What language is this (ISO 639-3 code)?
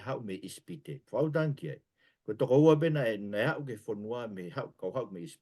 ton